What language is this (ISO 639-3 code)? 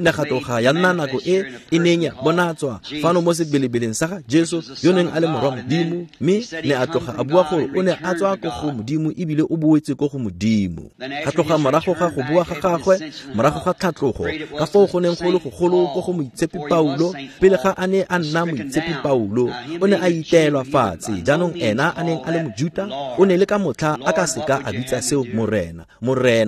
tsn